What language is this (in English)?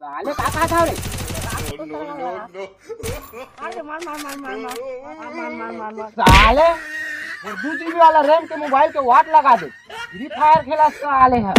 Chhattisgarhi